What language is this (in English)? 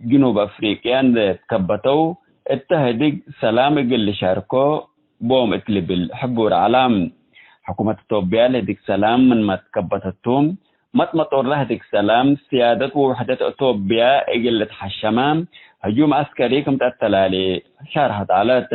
Tigre